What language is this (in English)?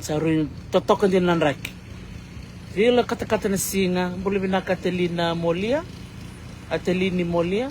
Fijian